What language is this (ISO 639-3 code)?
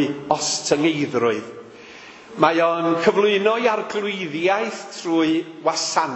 cym